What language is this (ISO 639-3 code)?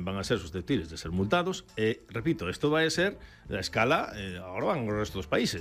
glg